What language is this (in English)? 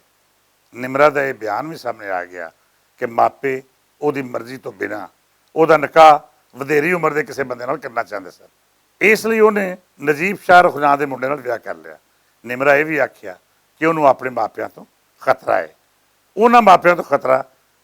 Western Panjabi